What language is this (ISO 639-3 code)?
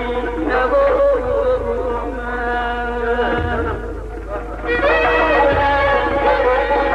fas